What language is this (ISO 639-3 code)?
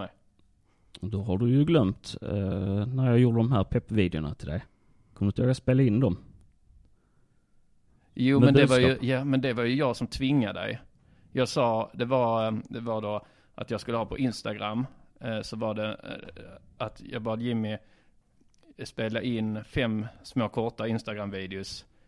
swe